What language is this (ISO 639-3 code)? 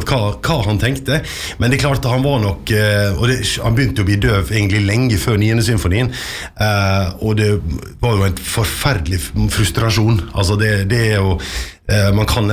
nor